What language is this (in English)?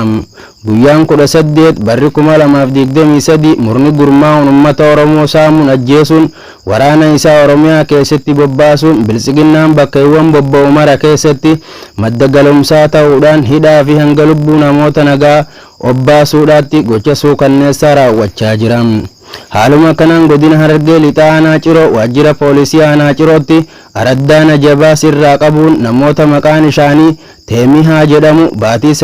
Oromo